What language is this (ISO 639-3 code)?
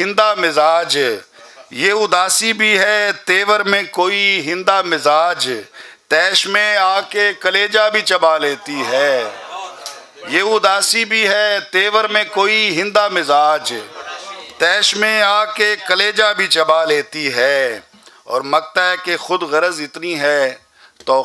lah